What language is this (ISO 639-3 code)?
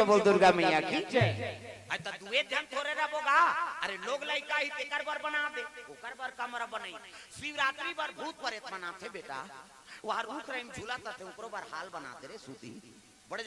hne